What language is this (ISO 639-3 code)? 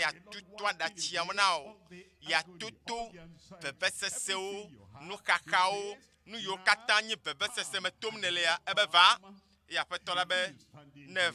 ewe